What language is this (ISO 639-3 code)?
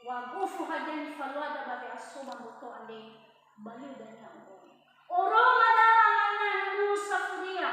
nia